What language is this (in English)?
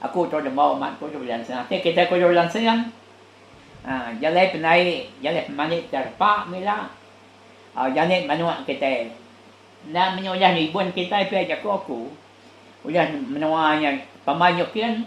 Iban